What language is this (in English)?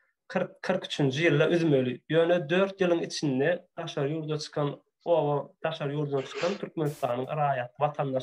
Turkmen